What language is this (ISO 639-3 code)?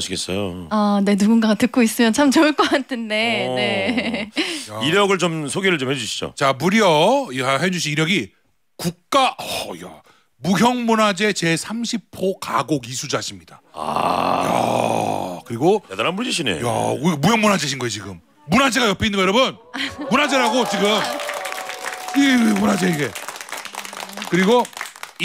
kor